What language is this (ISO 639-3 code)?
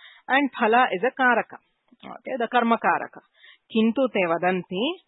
san